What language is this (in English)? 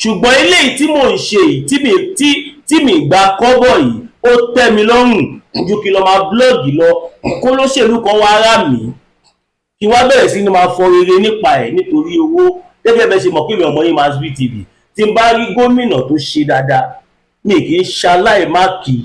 Yoruba